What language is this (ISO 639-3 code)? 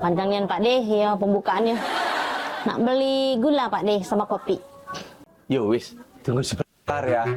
mui